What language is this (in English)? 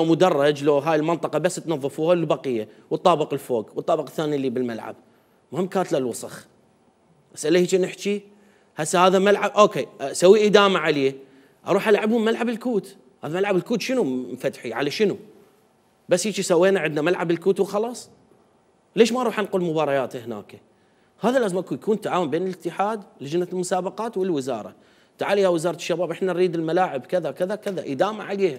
Mesopotamian Arabic